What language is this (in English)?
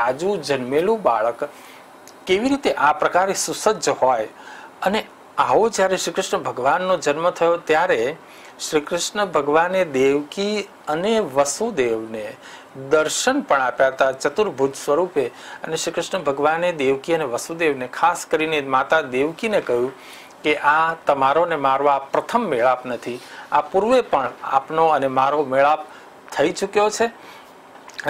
Gujarati